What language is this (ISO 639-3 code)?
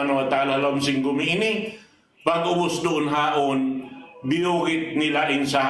tsg